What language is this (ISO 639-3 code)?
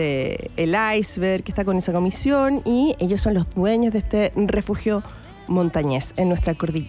spa